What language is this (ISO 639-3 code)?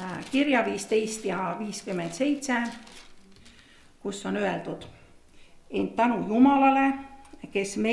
est